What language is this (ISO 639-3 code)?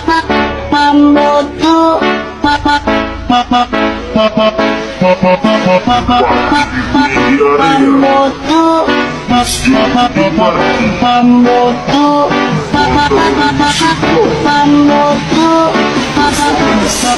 ind